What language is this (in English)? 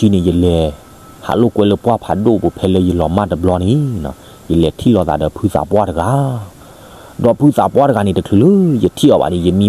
S'gaw Karen